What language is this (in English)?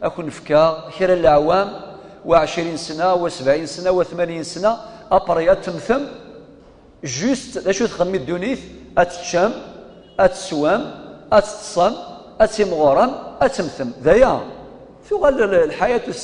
Kabyle